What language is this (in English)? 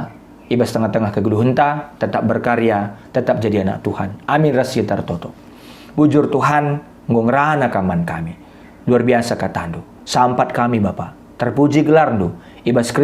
Batak Karo